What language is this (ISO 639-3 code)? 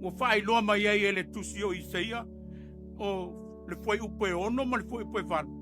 smo